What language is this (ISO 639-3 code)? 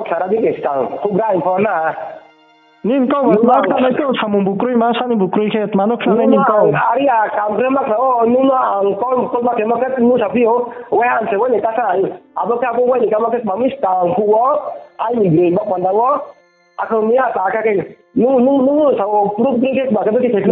ria